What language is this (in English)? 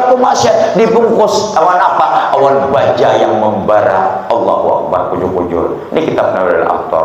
Banjar